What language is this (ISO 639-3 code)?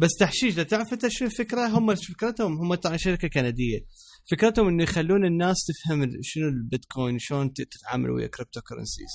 acm